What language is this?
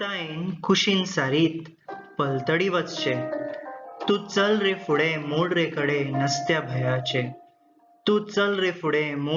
Konkani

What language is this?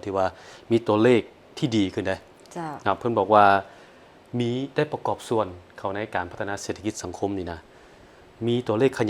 Lao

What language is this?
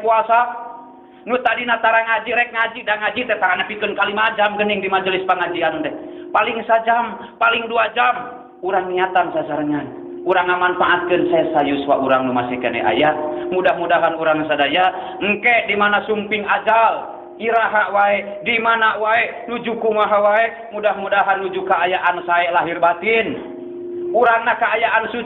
Sundanese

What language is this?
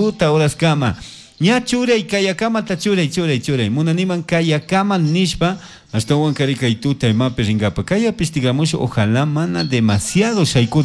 Chimborazo Highland Quichua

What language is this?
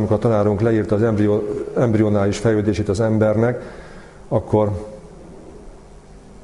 Hungarian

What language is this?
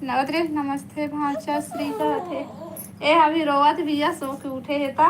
Chhattisgarhi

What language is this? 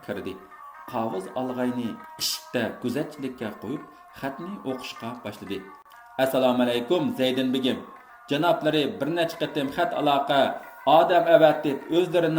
Uyghur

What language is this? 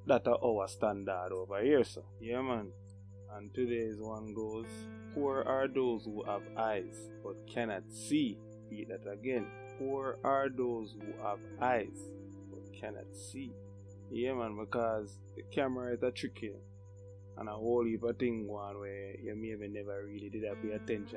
Jamaican Creole English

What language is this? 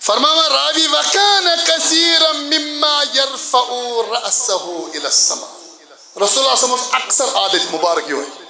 Kashmiri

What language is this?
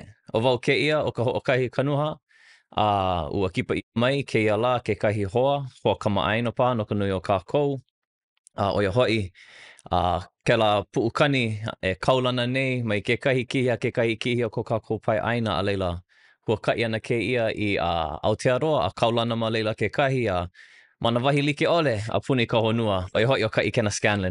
Hawaiian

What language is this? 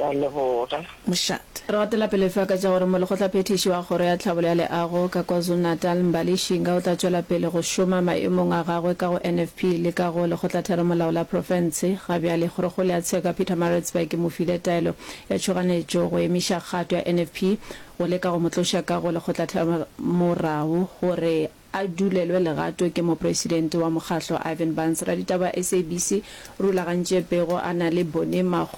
Northern Sotho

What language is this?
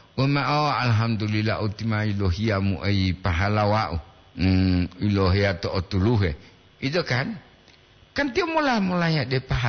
Gorontalo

